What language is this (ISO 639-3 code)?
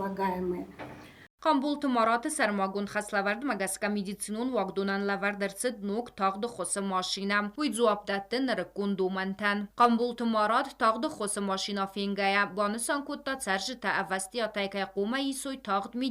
oss